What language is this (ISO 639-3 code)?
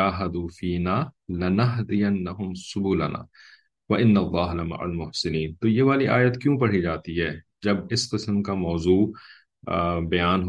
urd